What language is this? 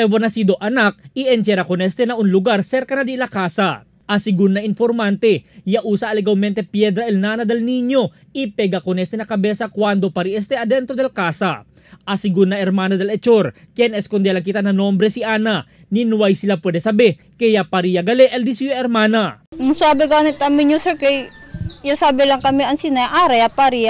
Chavacano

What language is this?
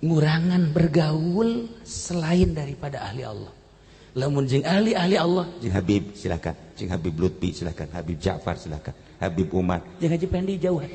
Sundanese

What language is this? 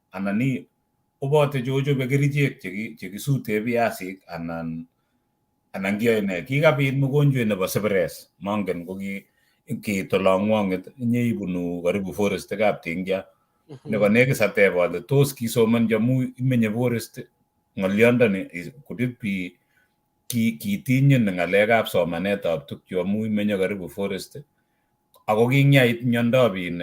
Kalenjin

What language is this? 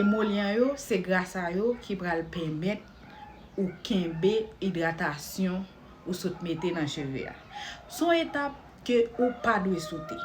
Haitian Creole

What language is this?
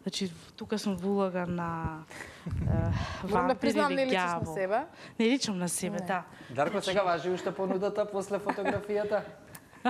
Macedonian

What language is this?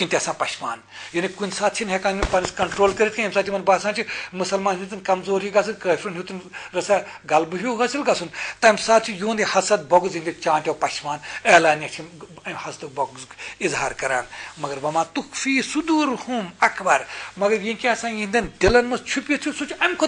Kashmiri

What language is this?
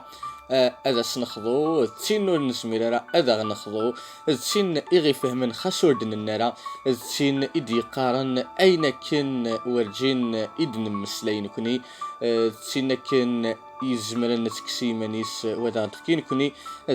Kabyle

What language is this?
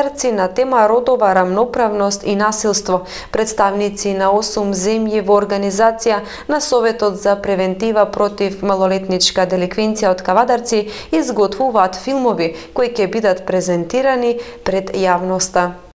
Macedonian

